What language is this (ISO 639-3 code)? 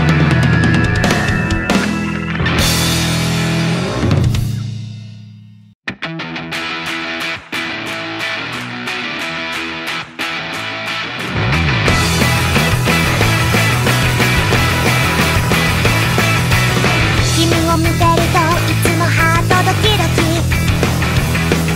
jpn